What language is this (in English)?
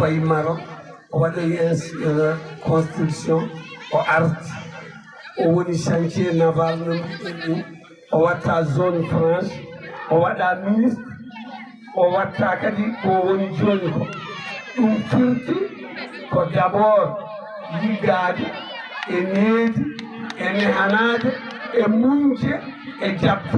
Fula